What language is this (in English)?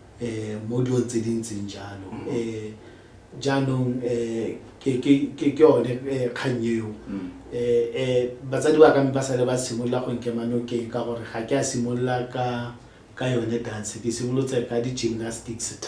Tswana